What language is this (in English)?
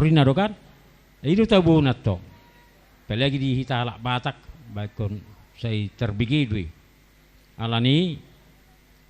Batak Toba